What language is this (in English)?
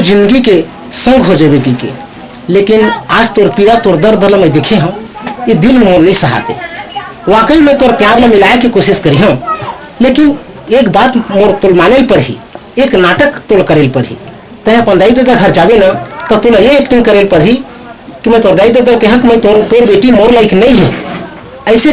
Chhattisgarhi